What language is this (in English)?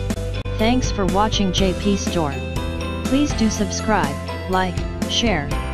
English